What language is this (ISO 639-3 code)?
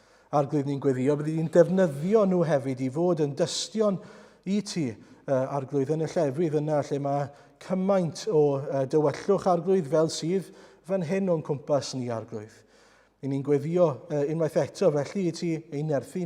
cym